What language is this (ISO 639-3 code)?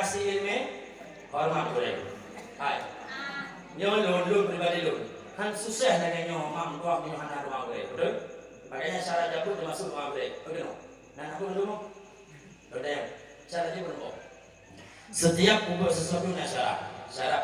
ace